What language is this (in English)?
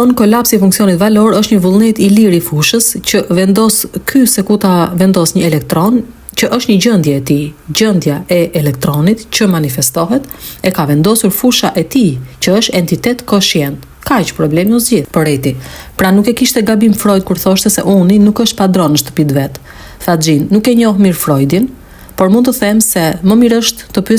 Albanian